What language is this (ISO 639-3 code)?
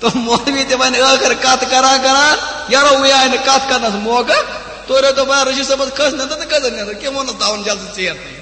kas